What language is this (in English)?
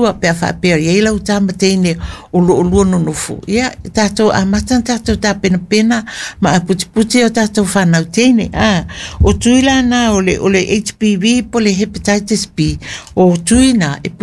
Samoan